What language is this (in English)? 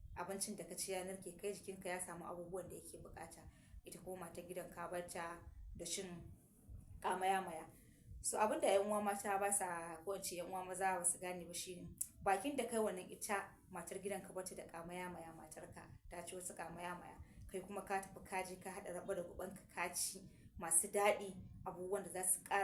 Hausa